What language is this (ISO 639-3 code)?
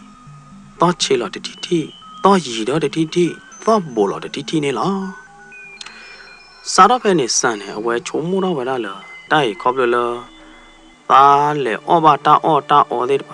ksw